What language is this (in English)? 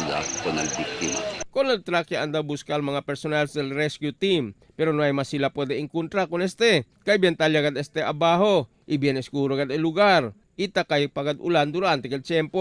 Chavacano